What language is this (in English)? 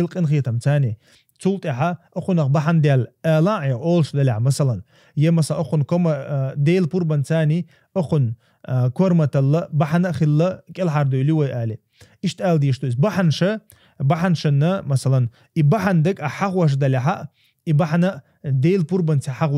Chechen